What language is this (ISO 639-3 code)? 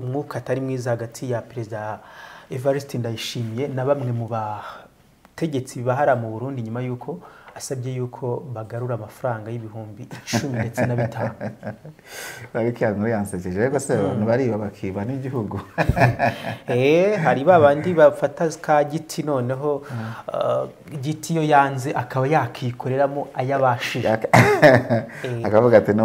kin